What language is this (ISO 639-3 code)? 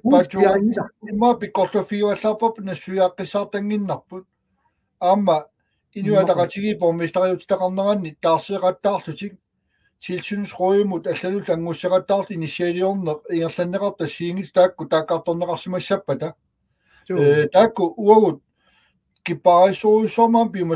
kal